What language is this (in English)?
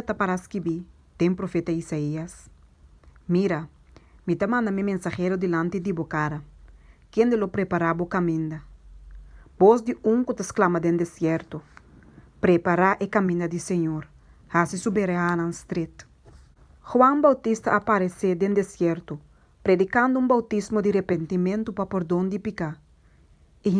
Papiamento